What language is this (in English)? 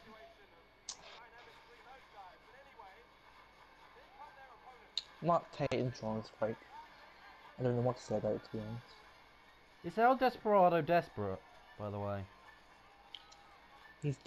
English